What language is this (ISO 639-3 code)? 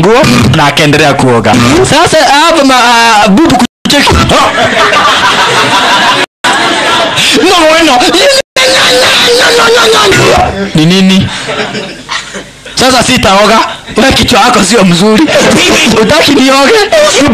swa